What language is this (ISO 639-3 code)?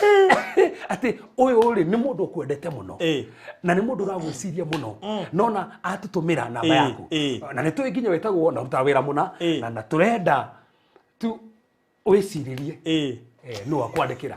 kik